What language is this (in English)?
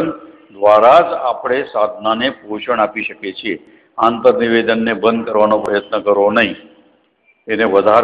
Gujarati